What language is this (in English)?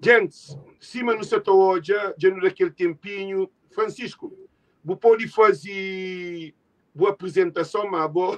Kabuverdianu